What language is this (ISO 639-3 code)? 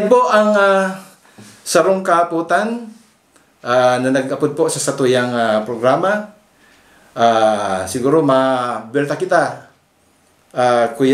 bik